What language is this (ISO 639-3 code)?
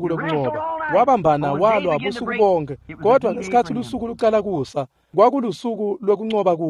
ssw